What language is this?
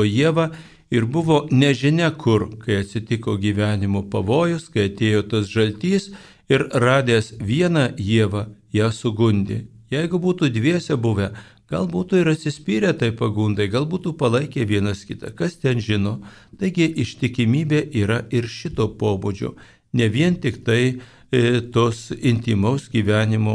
Lithuanian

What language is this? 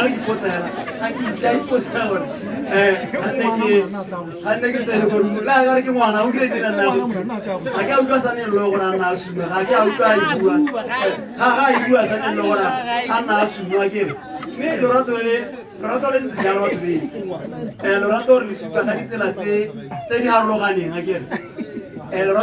Tswana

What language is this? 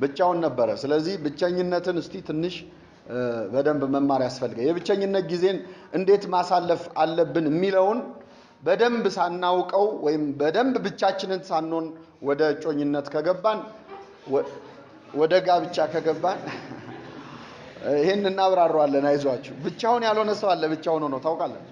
Amharic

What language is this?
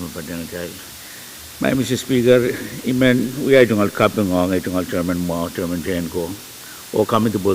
Pohnpeian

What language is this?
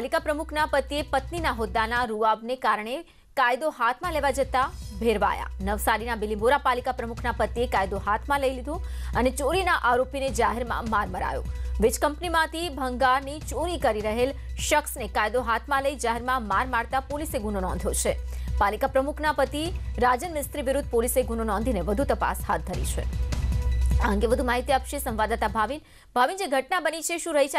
Gujarati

